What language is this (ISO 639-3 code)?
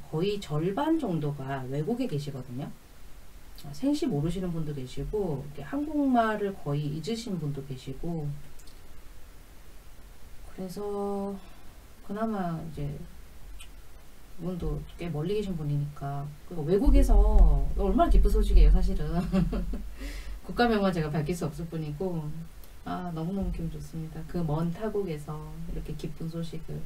kor